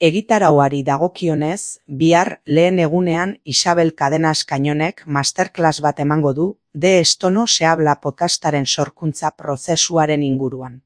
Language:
Basque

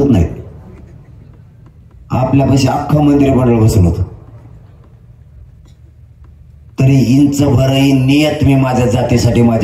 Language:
Marathi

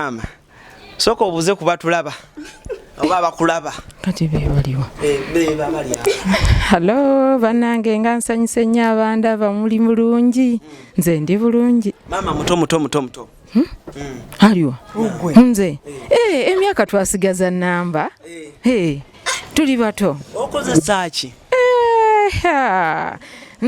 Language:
Ganda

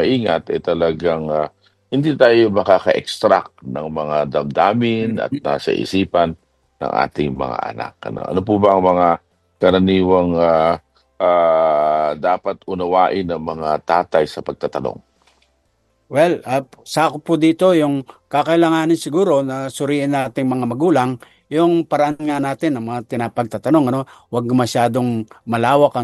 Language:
Filipino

